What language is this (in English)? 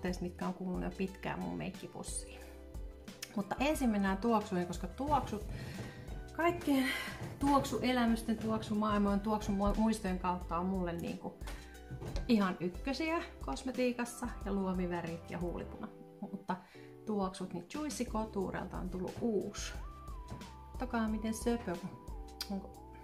Finnish